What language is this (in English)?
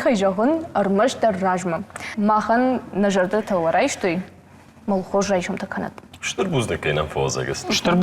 Ossetic